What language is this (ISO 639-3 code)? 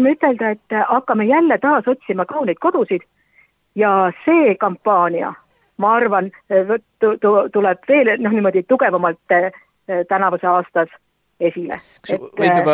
est